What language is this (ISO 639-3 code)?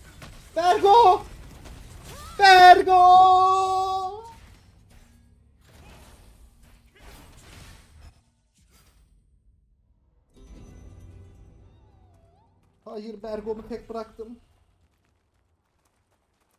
tur